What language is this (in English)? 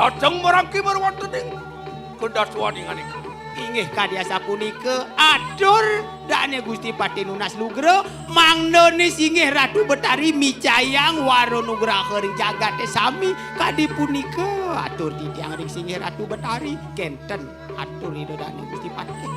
Balinese